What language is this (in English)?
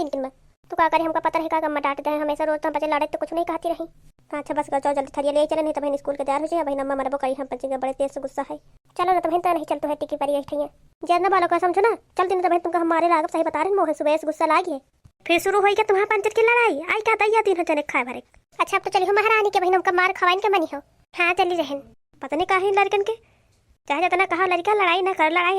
Awadhi